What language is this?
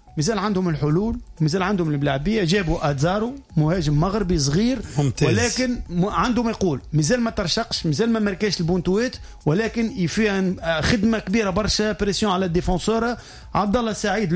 Tunisian Arabic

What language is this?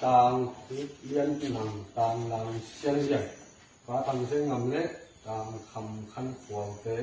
Tedim Chin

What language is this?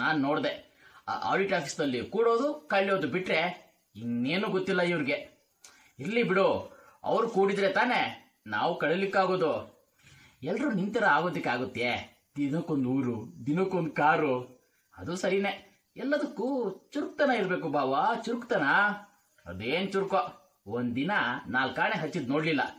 Kannada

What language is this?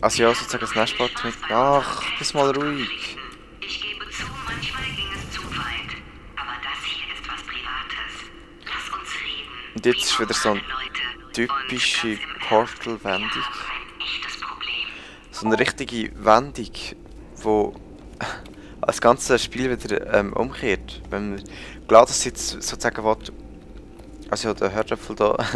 Swiss German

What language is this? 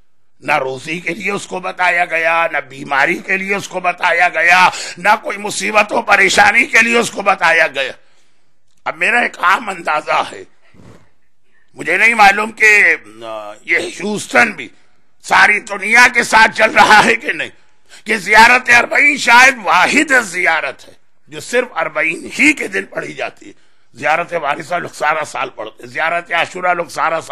Urdu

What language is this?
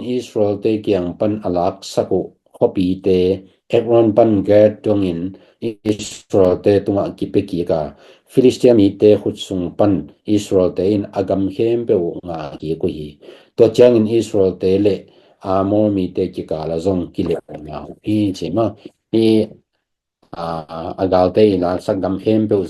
Tedim Chin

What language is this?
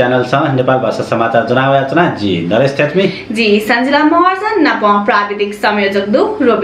Newari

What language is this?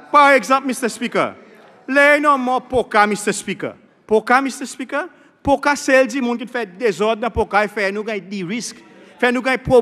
Seselwa Creole French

